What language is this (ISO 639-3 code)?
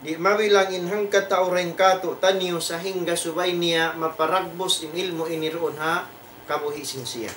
tsg